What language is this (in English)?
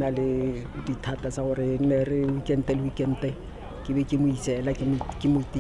Tswana